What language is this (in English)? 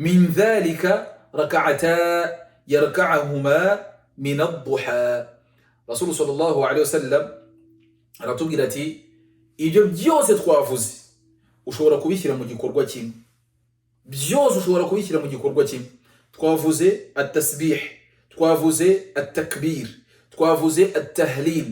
Kinyarwanda